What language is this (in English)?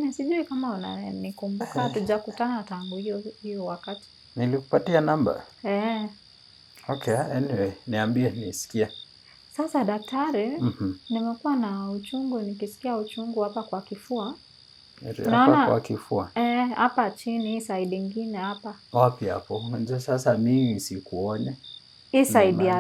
Swahili